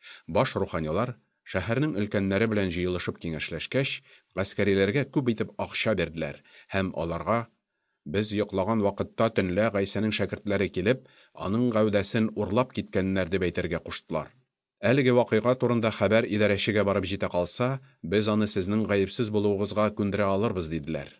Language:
Tatar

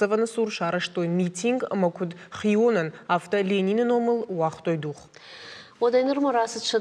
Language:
Ossetic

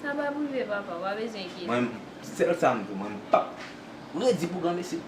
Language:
Haitian Creole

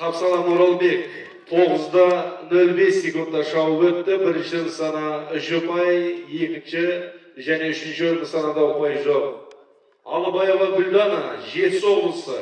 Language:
Kazakh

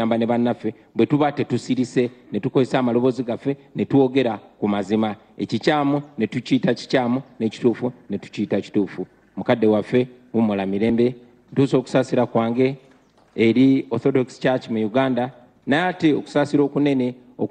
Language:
Ganda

